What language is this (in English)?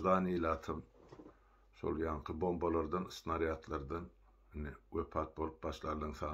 Turkmen